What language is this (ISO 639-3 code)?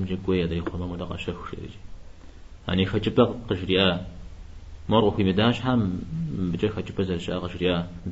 kbd